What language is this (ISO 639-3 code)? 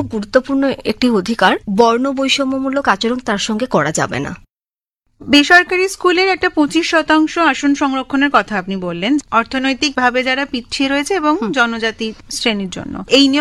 ben